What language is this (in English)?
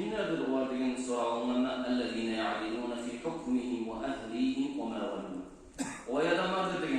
Kumyk